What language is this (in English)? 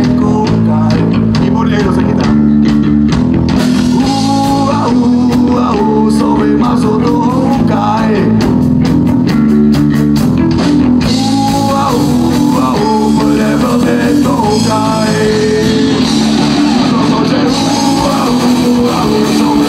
Czech